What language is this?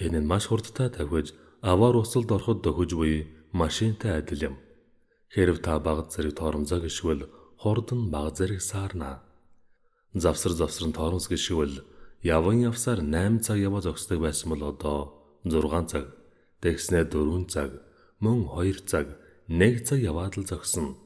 Mongolian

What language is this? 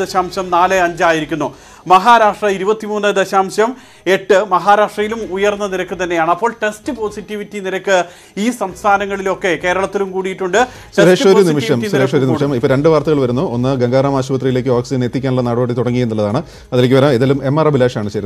Malayalam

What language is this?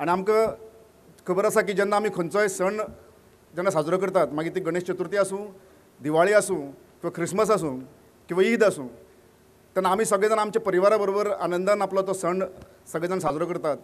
Konkani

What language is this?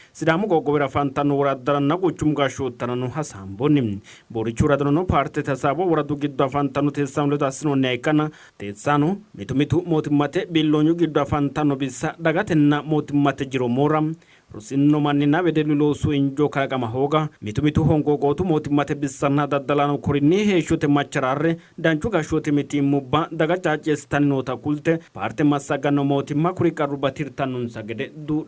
Sidamo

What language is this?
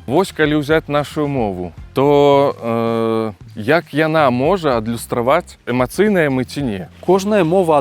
Belarusian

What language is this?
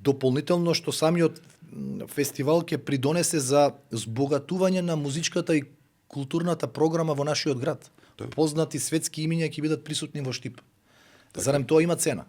Macedonian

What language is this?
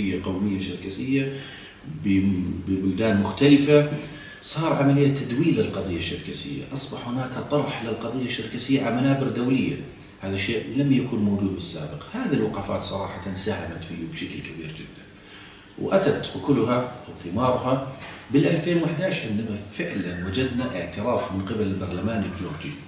South Levantine Arabic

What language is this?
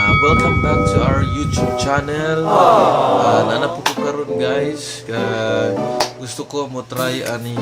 Cebuano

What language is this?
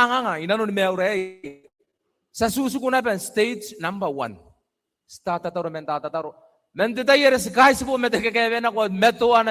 Gilbertese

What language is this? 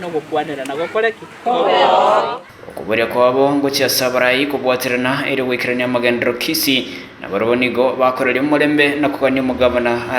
Gusii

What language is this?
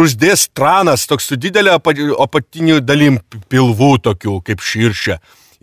Lithuanian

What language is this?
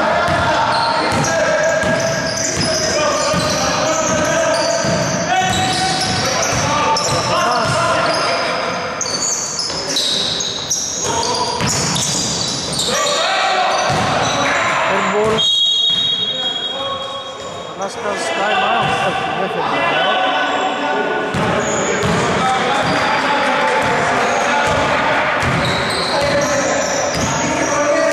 Greek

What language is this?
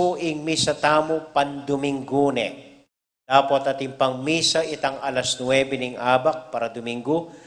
Pampanga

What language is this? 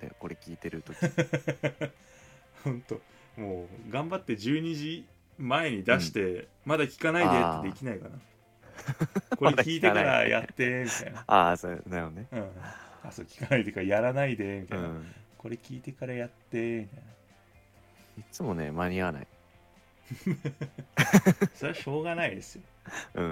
Japanese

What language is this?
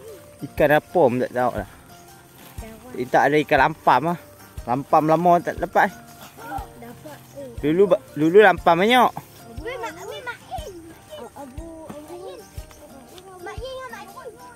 Malay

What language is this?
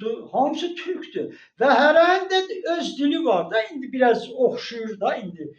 Azerbaijani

